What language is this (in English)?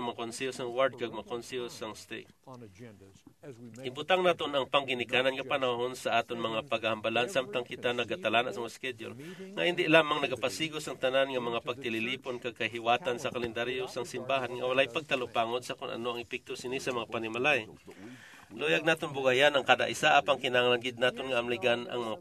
Hiligaynon